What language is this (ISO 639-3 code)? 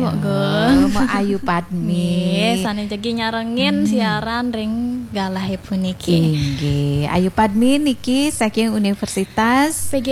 ban